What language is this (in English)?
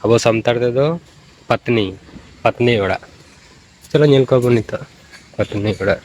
Santali